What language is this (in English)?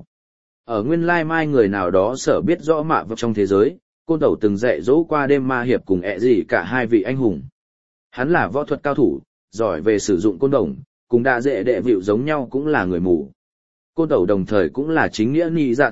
Vietnamese